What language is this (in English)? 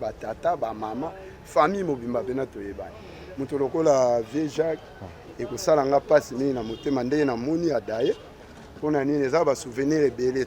Lingala